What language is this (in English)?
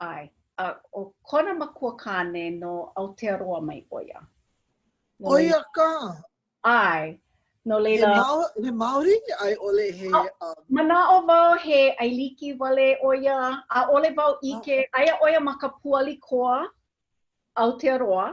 Hawaiian